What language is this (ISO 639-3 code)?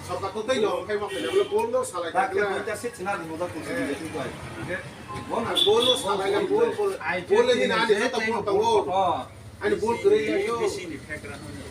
trp